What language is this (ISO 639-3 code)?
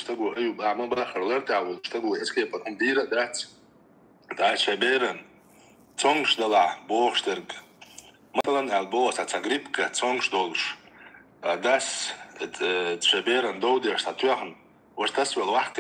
che